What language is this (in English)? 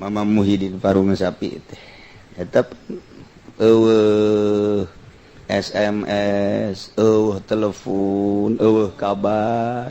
Sundanese